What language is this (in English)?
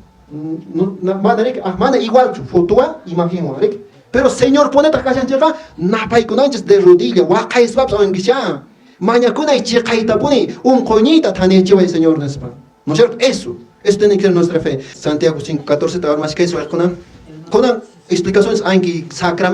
Quechua